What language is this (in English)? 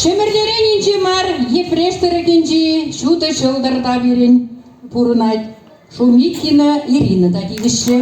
Chuvash